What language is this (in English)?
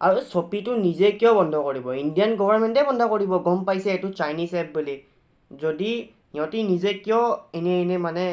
Assamese